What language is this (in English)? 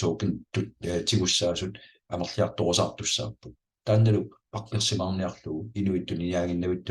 Kalaallisut